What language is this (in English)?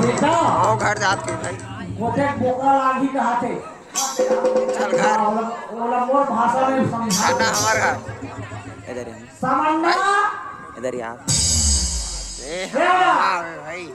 Chhattisgarhi